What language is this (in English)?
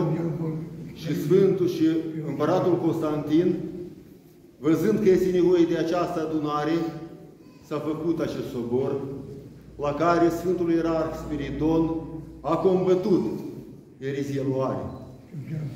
Romanian